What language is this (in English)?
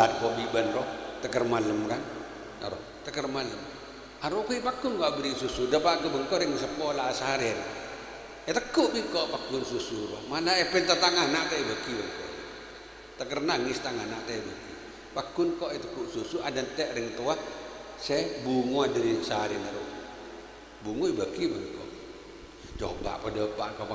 Madurese